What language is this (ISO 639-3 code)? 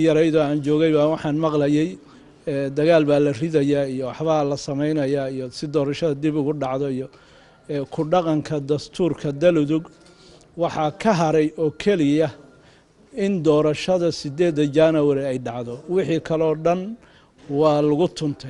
som